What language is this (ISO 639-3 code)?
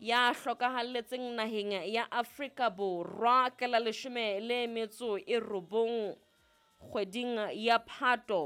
sot